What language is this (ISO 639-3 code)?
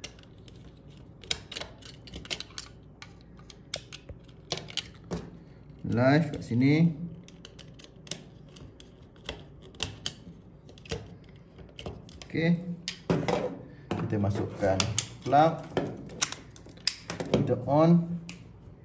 msa